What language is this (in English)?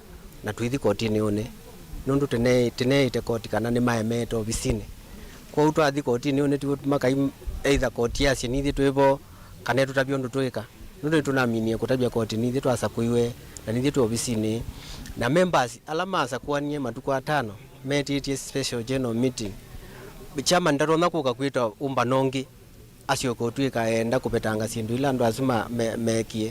Kamba